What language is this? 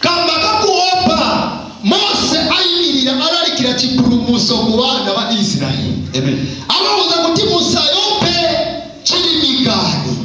Nyanja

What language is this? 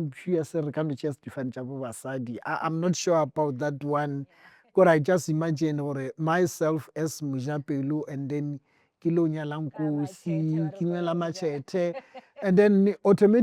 Northern Sotho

